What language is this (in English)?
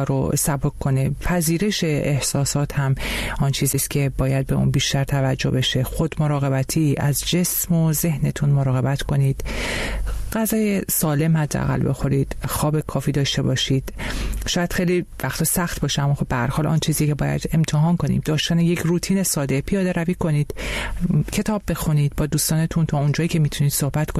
Persian